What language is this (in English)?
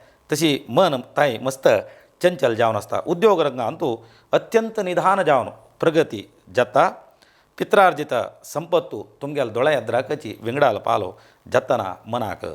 Konkani